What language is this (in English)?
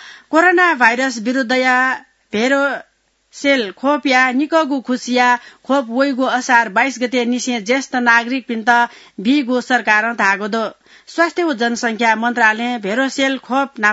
Newari